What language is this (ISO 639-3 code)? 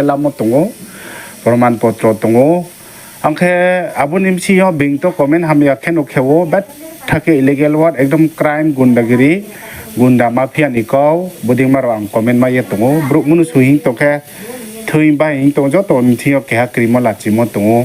ria